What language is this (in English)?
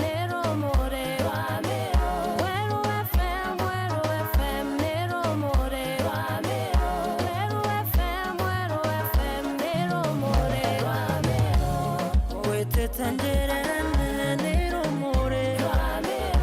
Meru